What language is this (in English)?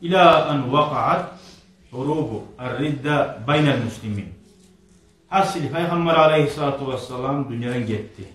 Kumyk